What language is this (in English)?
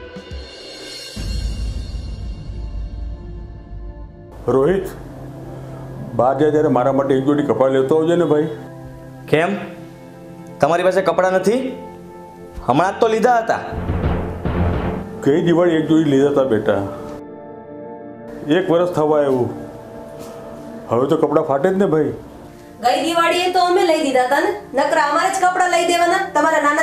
Gujarati